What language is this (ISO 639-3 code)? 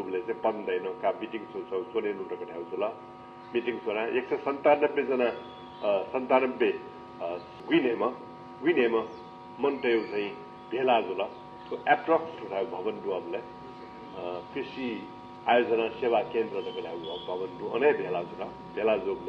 new